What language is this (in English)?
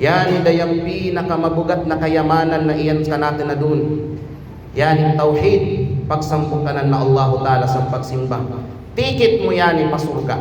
Kalagan